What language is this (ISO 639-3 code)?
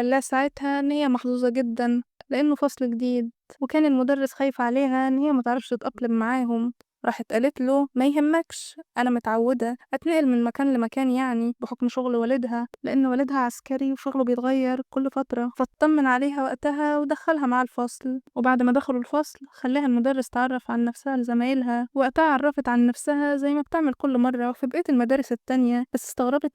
arz